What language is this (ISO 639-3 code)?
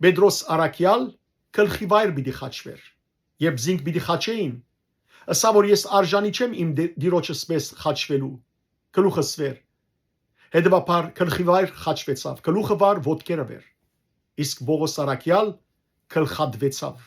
hyw